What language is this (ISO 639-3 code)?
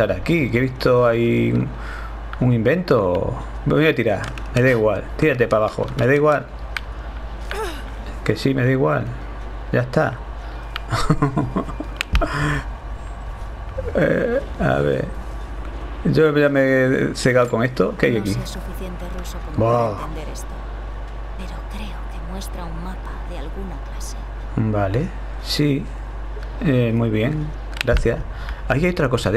spa